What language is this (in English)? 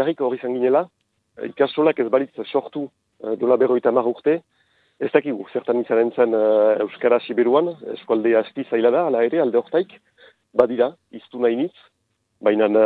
Basque